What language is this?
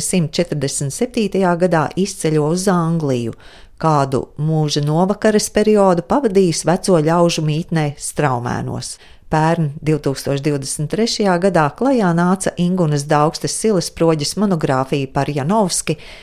Latvian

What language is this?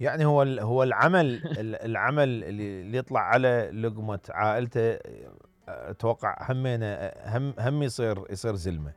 Mesopotamian Arabic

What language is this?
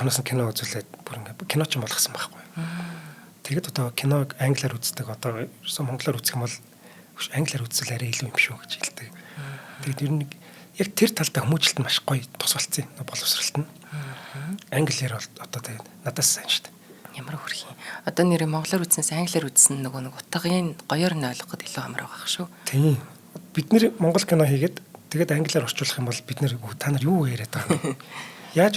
Mongolian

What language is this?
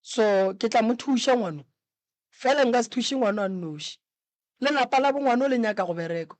Northern Sotho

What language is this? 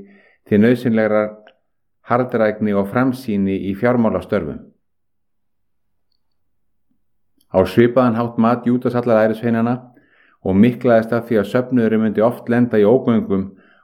Icelandic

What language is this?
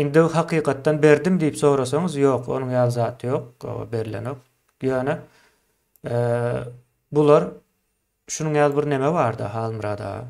Turkmen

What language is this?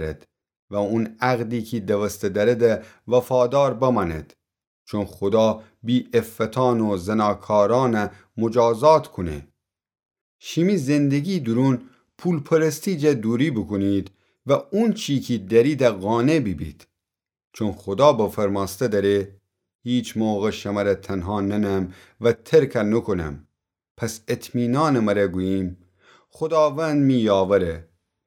Gilaki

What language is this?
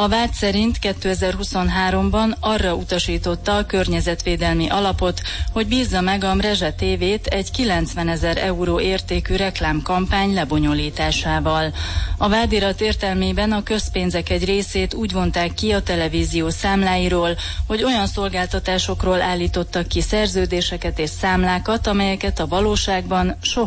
Hungarian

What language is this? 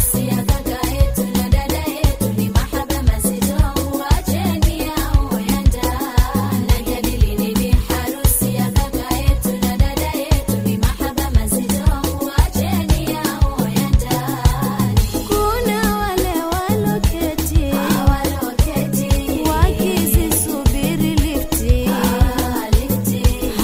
Swahili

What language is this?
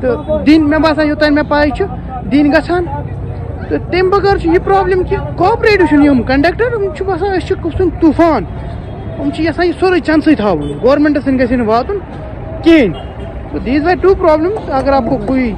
Kashmiri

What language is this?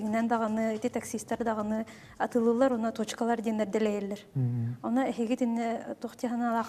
Yakut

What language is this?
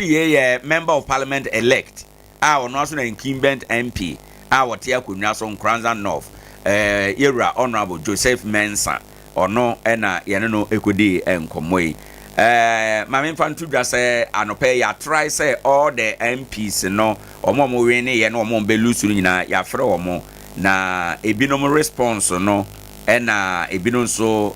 Akan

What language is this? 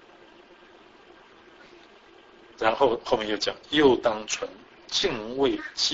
Chinese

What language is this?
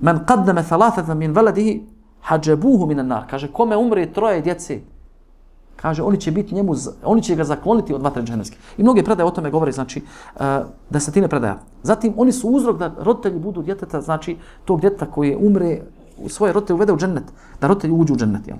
Bosnian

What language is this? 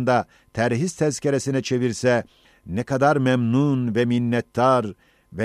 Ottoman Turkish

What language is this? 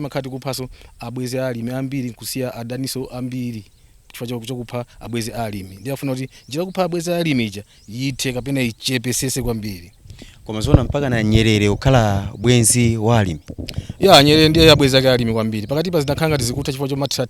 Nyanja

